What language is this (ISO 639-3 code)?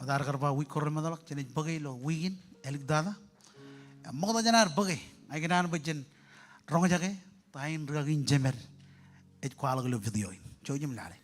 mah